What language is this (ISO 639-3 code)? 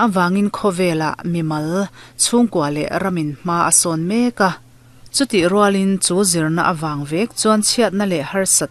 lus